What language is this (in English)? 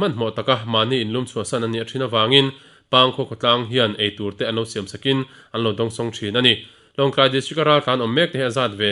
Mizo